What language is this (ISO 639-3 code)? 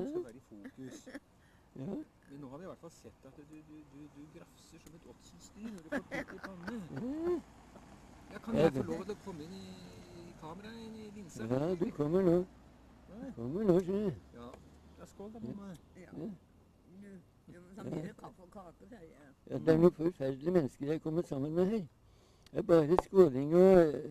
nor